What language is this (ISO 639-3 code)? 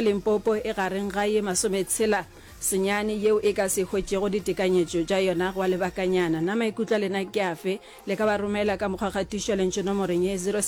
nso